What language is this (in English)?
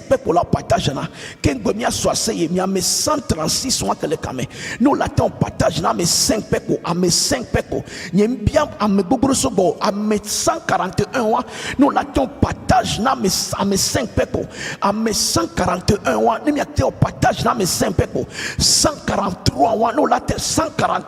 Ewe